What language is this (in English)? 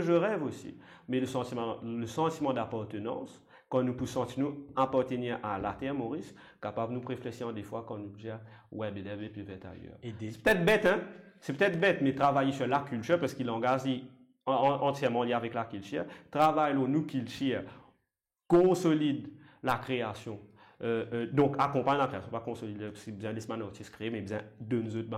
Morisyen